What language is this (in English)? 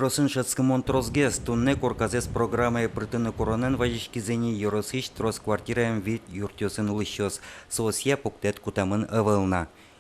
Udmurt